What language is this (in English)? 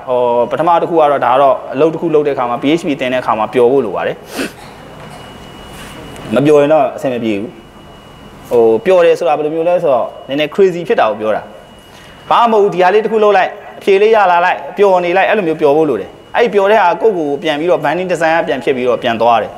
Burmese